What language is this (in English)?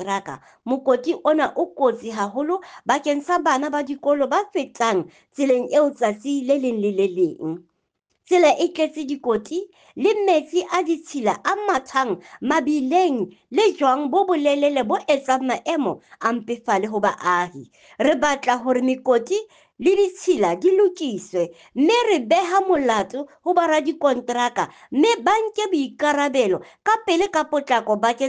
Southern Sotho